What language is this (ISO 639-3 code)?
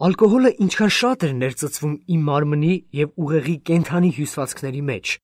hye